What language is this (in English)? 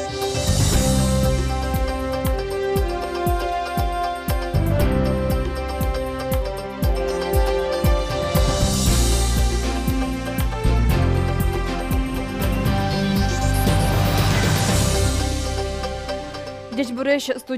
Udmurt